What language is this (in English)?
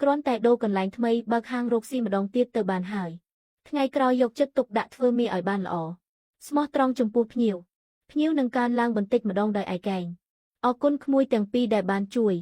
Khmer